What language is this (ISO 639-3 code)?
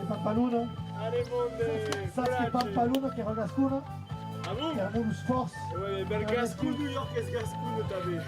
oci